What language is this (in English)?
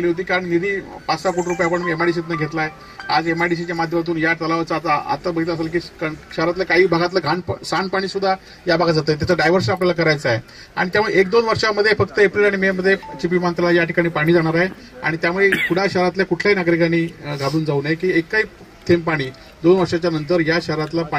Marathi